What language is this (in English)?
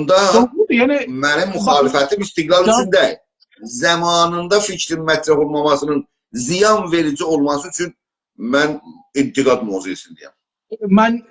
South Azerbaijani